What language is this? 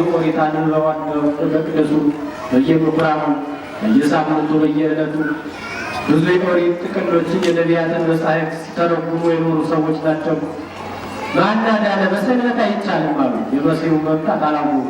Amharic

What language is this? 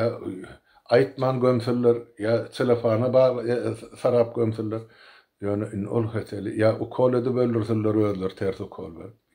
Turkmen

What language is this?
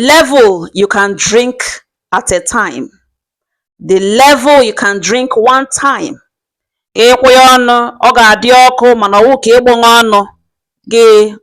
Igbo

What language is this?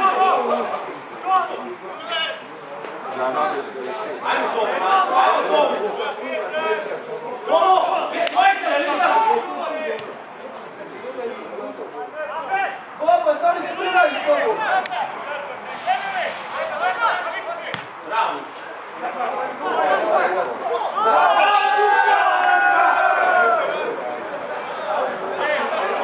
Croatian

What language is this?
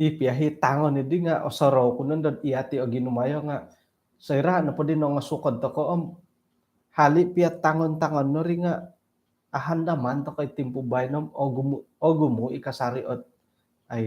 Central Dusun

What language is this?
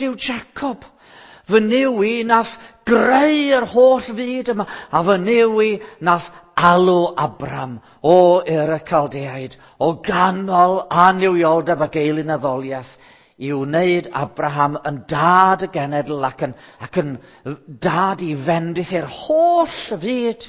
Welsh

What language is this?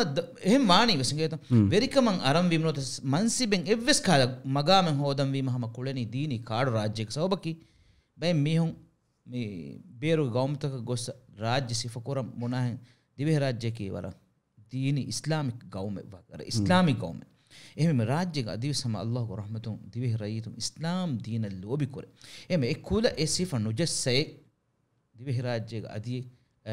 Divehi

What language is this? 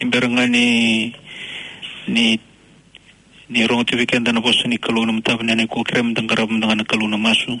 Fijian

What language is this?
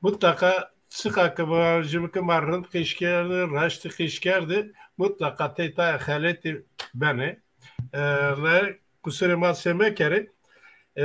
Zaza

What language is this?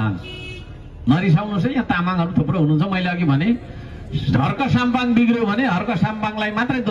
Nepali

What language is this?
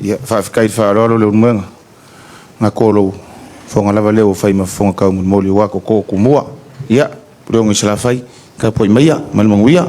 Samoan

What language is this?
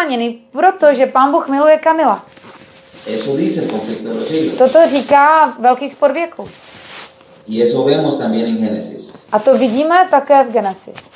Czech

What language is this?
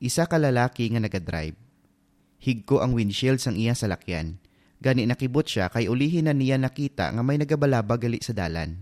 Hiligaynon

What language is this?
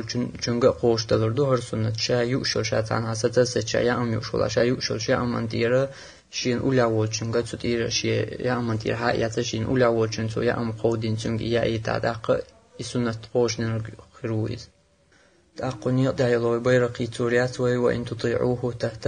Chechen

